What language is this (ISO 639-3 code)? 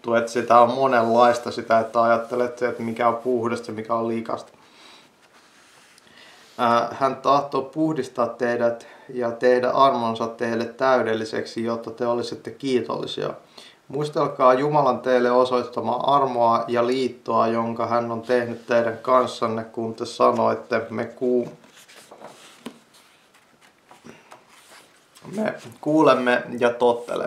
fin